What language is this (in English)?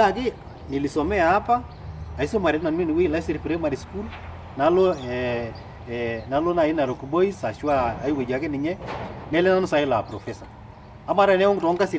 Masai